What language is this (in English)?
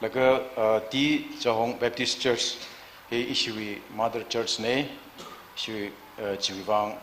Tangkhul Naga (India)